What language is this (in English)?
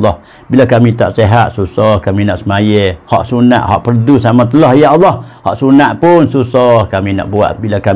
Pattani Malay